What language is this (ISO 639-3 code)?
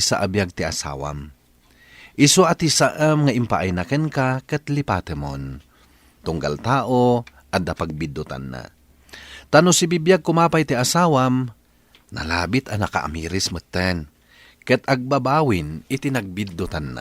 ilo